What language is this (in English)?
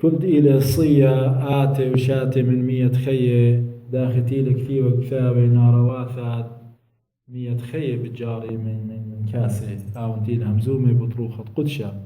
Assyrian Neo-Aramaic